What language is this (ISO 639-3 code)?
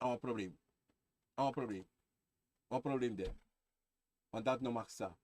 srn